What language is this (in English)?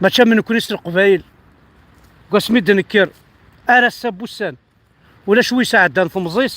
Kabyle